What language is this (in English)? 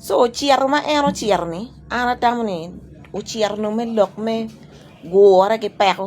Acoli